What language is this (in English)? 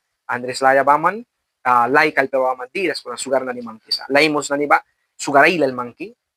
Mískito